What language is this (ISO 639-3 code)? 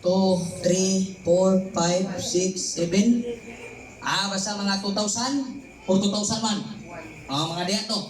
ceb